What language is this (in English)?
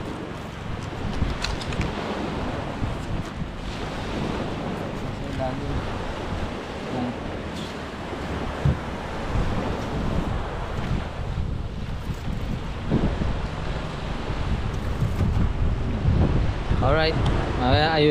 Filipino